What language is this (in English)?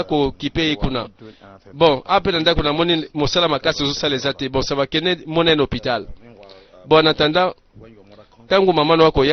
Lingala